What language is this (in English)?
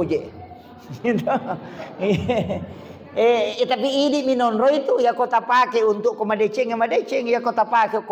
Buginese